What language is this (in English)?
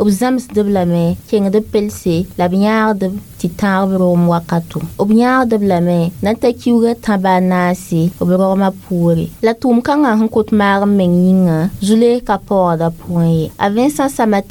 Mossi